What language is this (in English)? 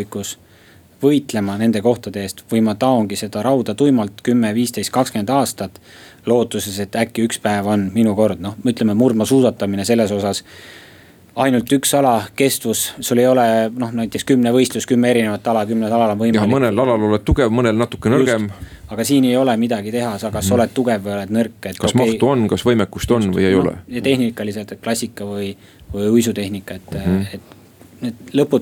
Estonian